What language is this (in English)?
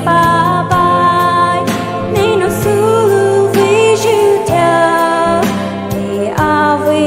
Poumei Naga